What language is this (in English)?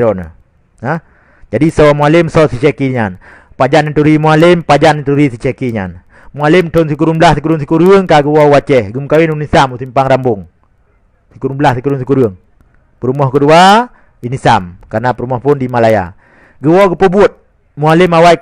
Achinese